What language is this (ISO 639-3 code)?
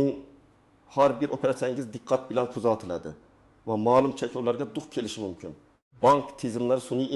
uzb